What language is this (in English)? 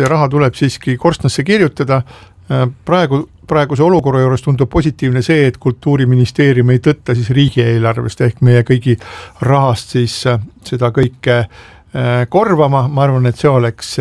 Estonian